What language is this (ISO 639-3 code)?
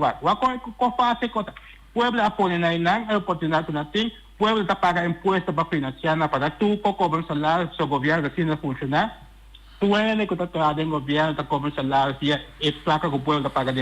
pap